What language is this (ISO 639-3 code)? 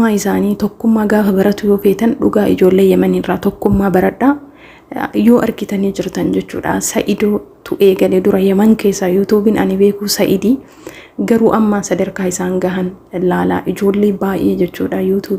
orm